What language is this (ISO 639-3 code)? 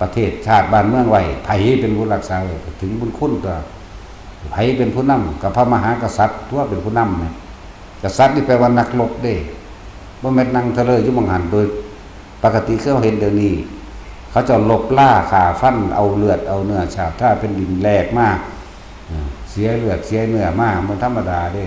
tts